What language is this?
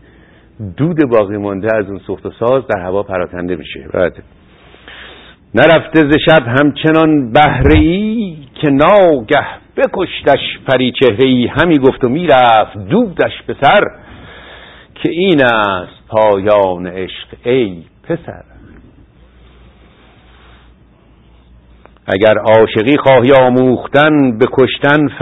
Persian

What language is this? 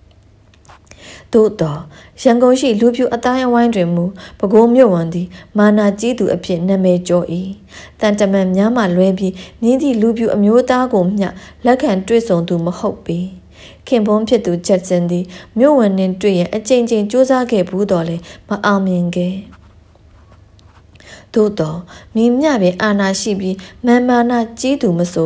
Burmese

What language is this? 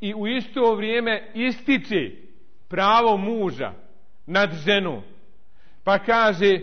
Bosnian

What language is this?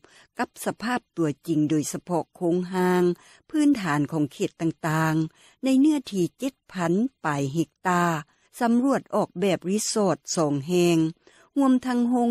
Lao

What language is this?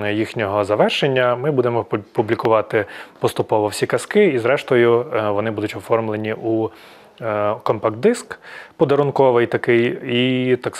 Ukrainian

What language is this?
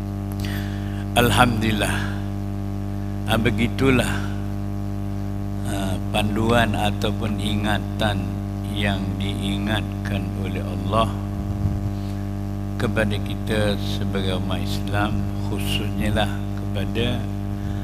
Malay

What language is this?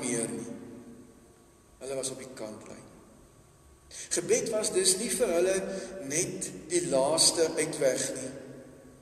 Afrikaans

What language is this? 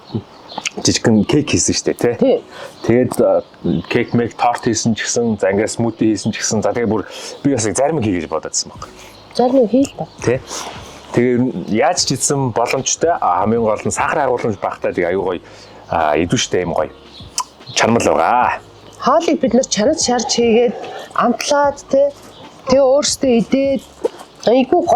Mongolian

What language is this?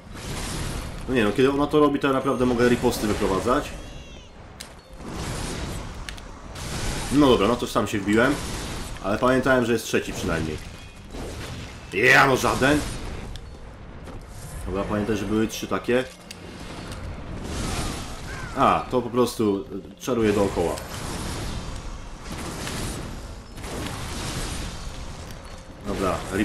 Polish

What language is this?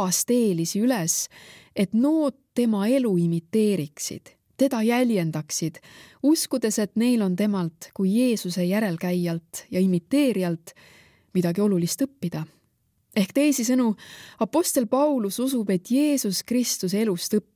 Estonian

